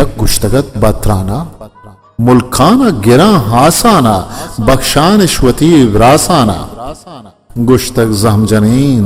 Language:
Eastern Balochi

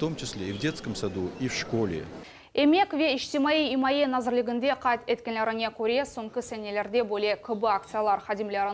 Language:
Crimean Tatar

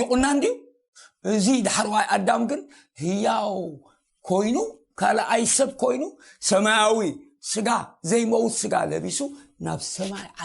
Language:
Tigrinya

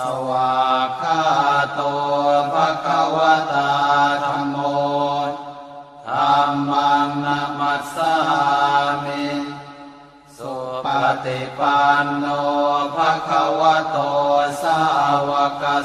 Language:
Pali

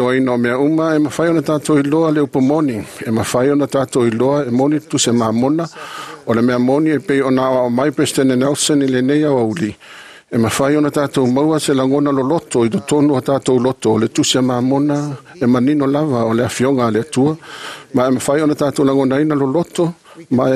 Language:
Samoan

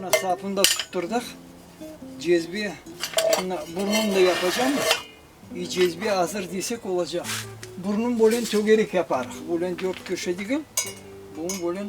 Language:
Crimean Tatar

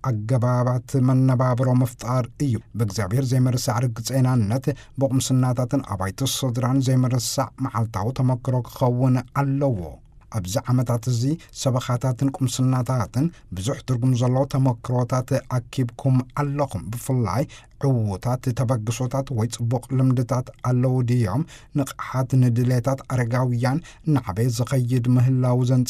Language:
Tigrinya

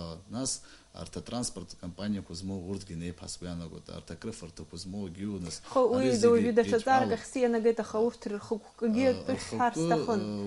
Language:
Abkhazian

